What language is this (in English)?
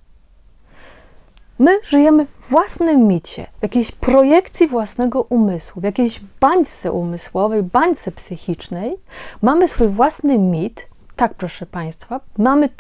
Polish